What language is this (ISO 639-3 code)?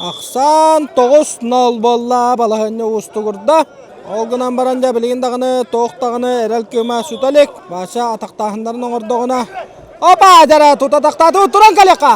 sah